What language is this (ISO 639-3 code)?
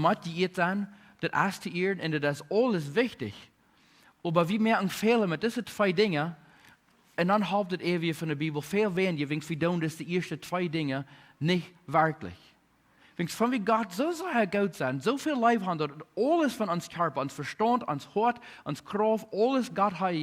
pdt